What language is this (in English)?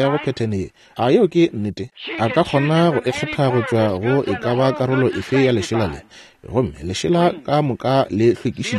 Northern Sotho